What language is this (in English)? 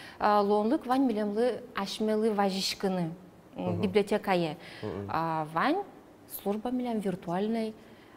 Udmurt